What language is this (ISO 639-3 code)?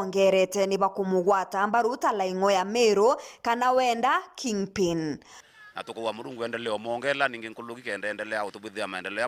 mer